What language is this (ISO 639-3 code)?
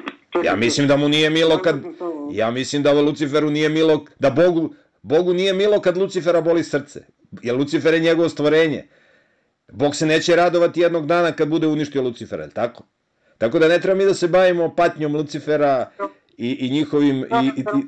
srp